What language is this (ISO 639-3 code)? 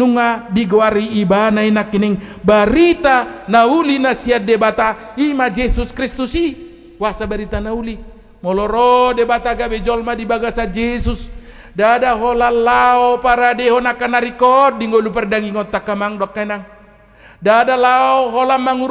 bbc